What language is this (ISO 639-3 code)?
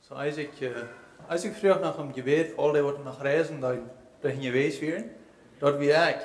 pdt